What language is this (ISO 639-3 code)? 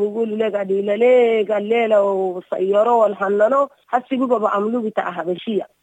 apd